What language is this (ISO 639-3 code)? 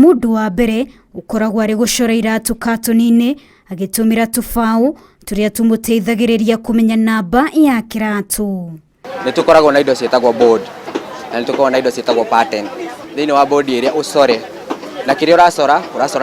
kik